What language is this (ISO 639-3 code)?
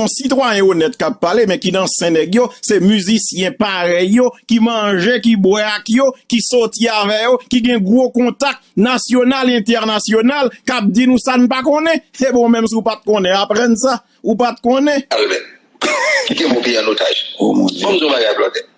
hat